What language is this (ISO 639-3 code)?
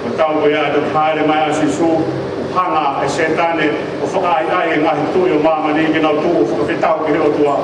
ton